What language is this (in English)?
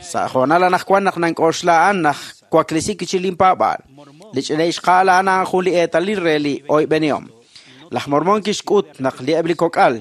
Kekchí